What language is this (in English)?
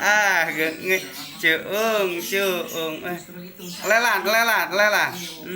Sundanese